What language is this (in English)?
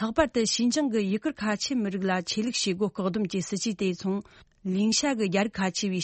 Tibetan